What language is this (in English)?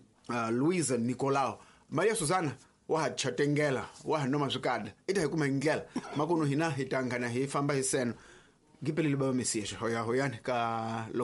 Tsonga